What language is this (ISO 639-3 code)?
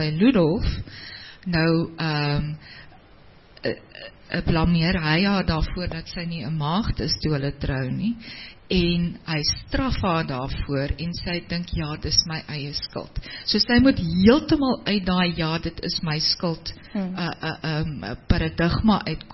afr